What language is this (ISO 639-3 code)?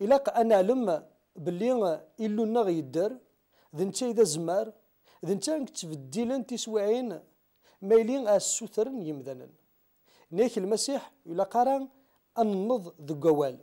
kab